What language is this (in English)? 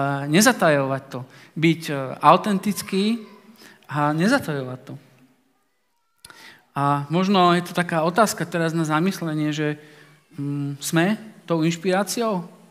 Slovak